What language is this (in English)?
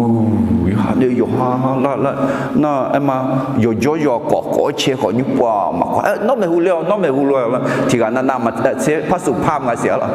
Akha